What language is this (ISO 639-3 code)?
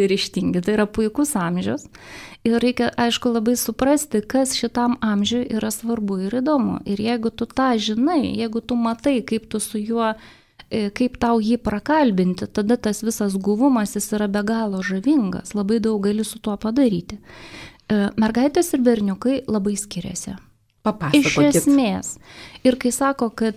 lit